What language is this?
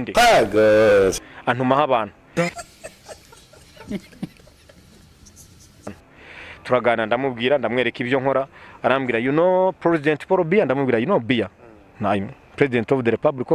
Kinyarwanda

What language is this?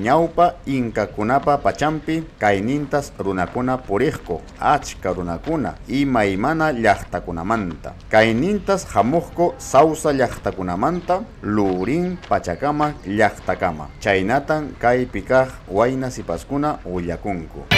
Ayacucho Quechua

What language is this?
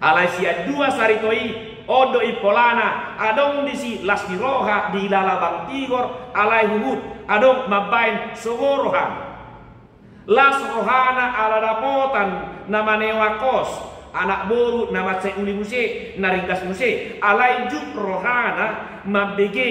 Batak Toba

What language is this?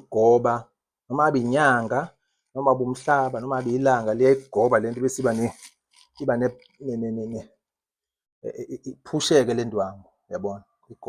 Zulu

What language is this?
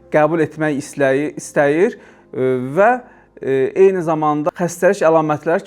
Azerbaijani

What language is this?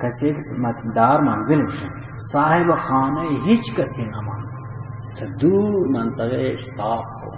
Baluchi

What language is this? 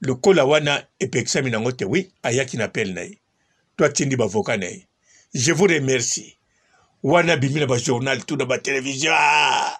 Lingala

